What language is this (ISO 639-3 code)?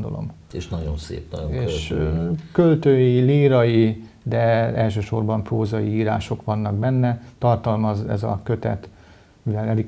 hun